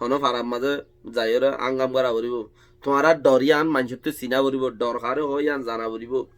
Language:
Rohingya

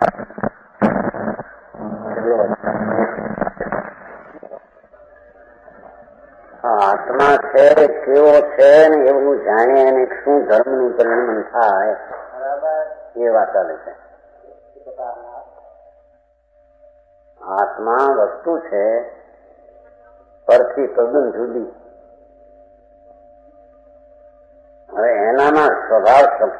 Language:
Gujarati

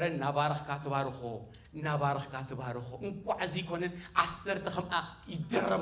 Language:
Tigrinya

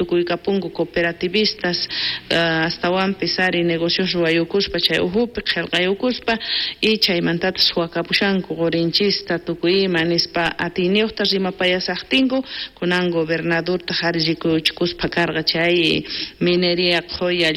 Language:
South Bolivian Quechua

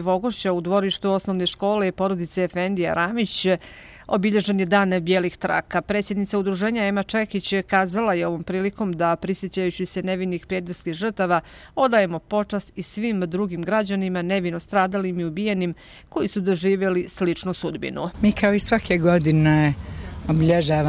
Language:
Bosnian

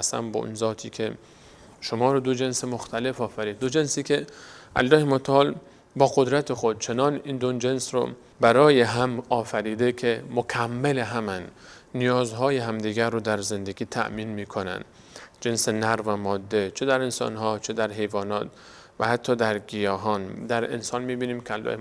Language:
Persian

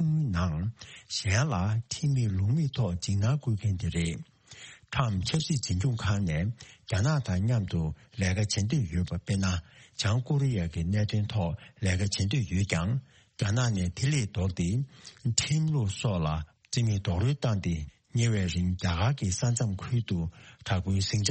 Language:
Tibetan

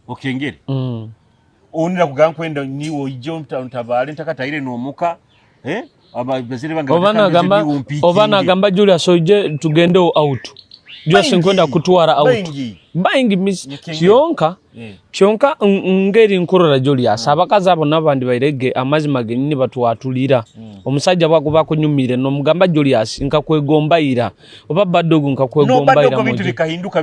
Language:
Nyoro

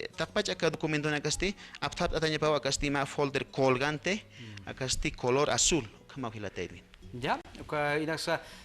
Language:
Aymara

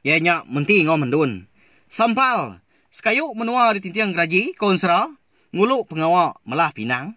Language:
Iban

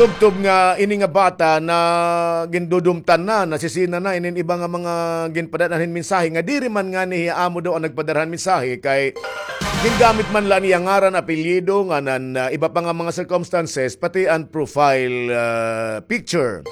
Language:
Waray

